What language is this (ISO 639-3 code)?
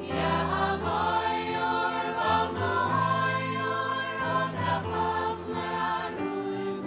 fao